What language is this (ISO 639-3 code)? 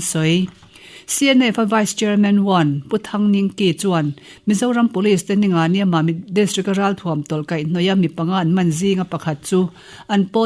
lus